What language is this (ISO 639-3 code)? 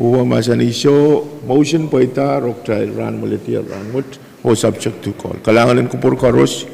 pon